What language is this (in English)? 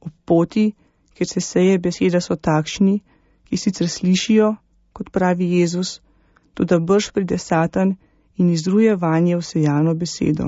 Slovenian